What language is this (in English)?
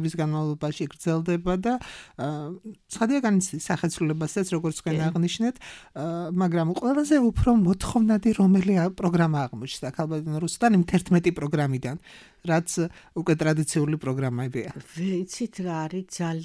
Georgian